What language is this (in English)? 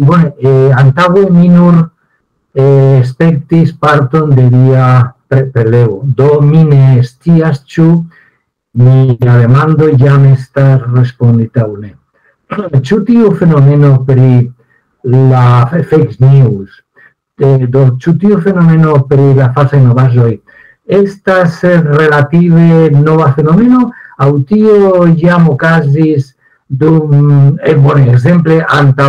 Esperanto